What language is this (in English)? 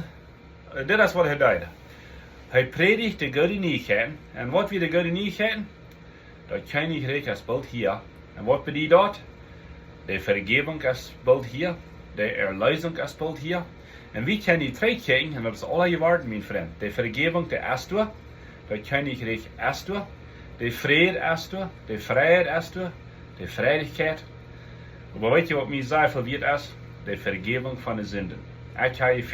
Plautdietsch